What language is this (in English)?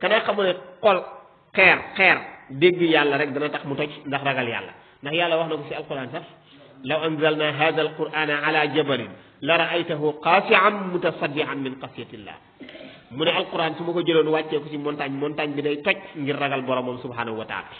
Wolof